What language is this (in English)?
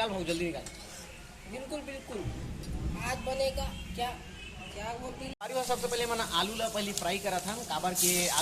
Chhattisgarhi